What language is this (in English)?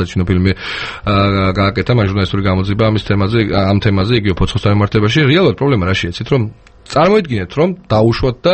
Georgian